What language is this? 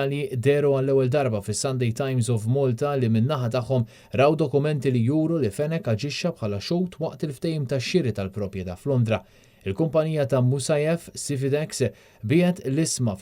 Maltese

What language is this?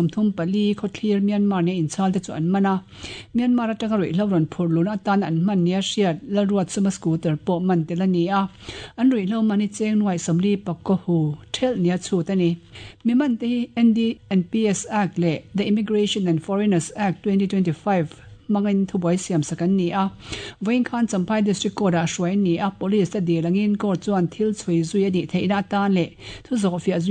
Mizo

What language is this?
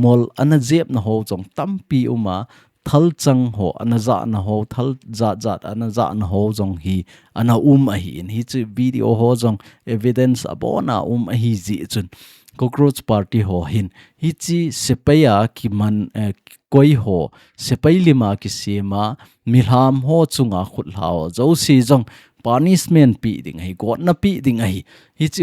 Thado Chin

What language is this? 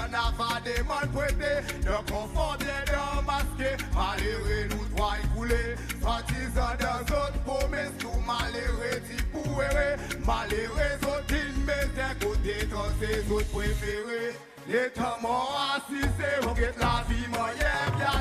Seselwa Creole French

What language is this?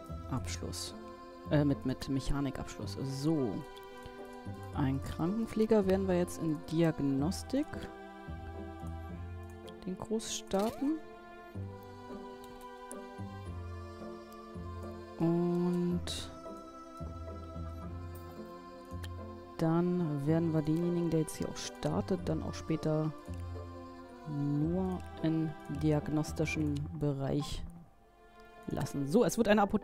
German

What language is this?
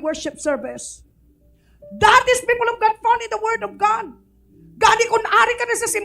Hiligaynon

